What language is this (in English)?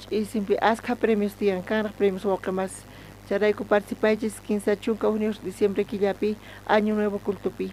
South Bolivian Quechua